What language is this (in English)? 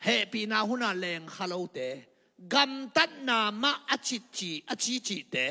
Tedim Chin